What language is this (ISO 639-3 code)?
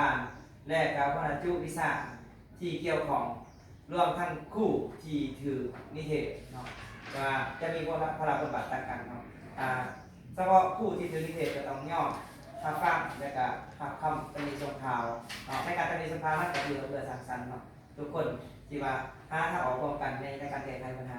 lao